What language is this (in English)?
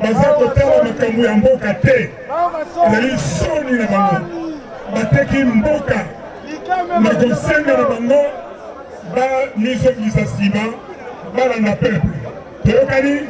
Lingala